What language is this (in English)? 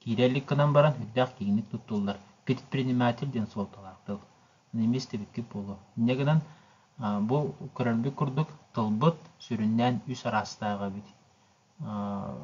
Yakut